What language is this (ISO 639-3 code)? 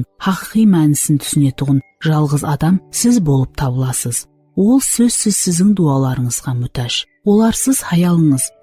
kaa